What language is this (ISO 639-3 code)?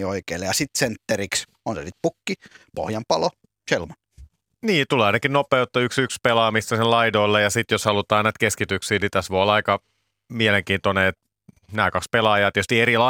fin